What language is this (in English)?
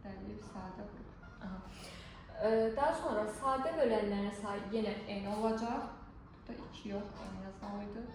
Azerbaijani